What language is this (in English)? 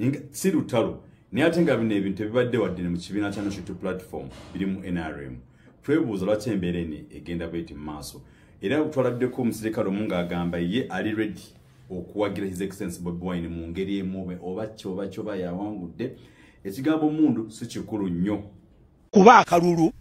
Ganda